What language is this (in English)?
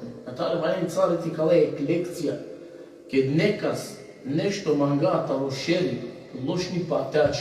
Balkan Romani